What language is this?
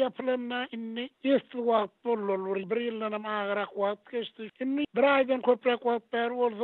Turkmen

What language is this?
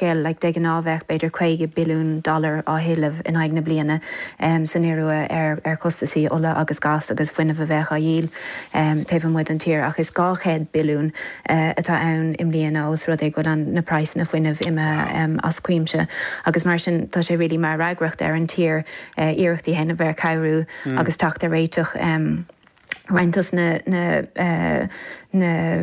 Irish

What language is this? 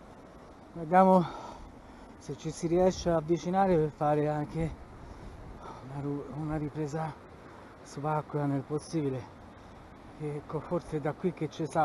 Italian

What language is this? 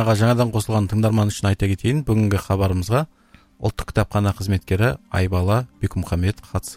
Kazakh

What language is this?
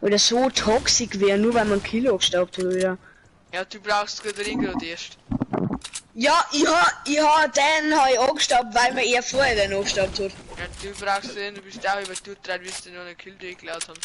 Bavarian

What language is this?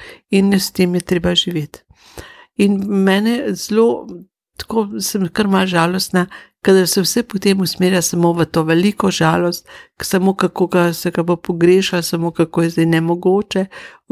Slovenian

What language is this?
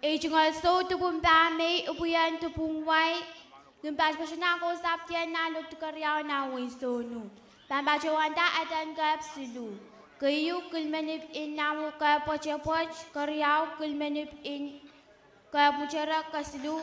Pohnpeian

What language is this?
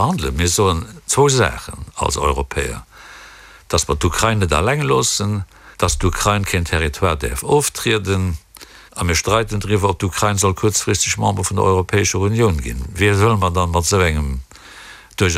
Luxembourgish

